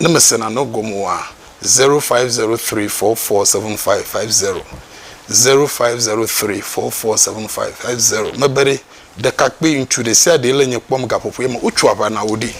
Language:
Ewe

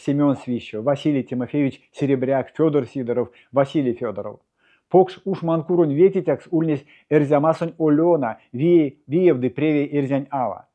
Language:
Erzya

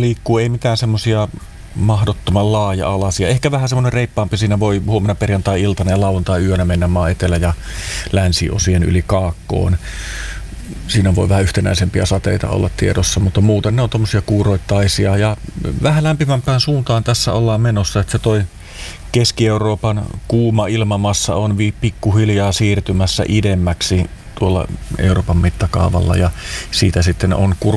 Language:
Finnish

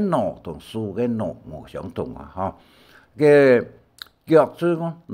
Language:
Hakka Chinese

